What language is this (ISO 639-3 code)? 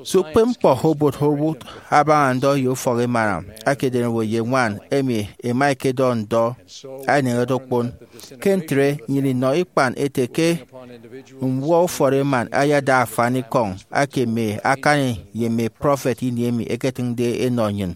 efi